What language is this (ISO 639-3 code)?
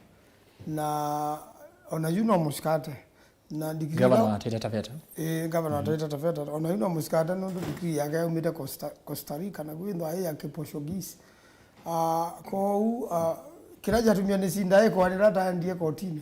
kam